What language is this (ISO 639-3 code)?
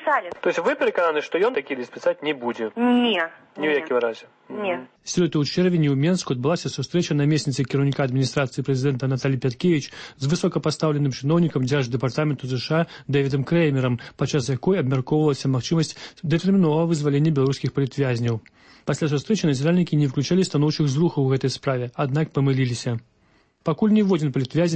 bel